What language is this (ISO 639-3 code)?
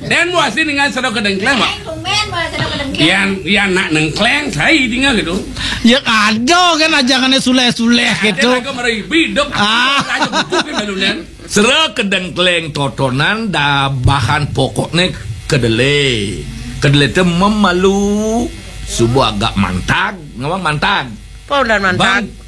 ban